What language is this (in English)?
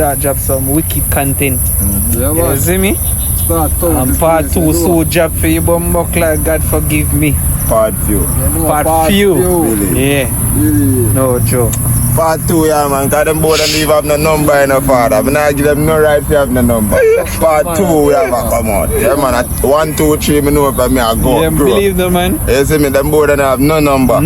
Jamaican Creole English